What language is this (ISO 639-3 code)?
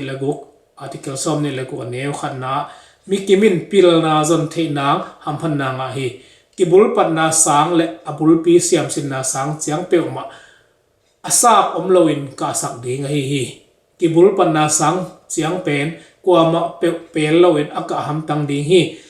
ctd